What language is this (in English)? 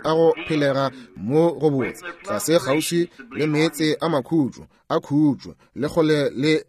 Northern Sotho